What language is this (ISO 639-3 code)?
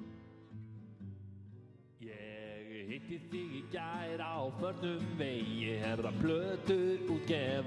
isl